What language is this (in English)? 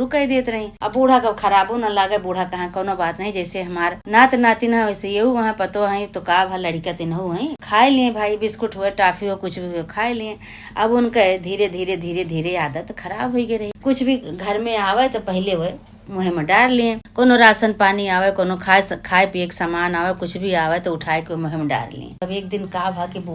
Awadhi